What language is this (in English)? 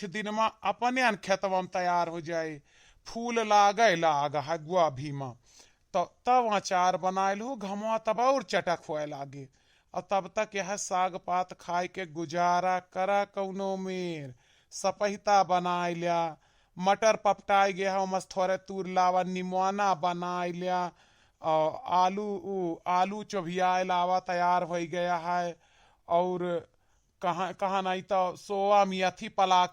Awadhi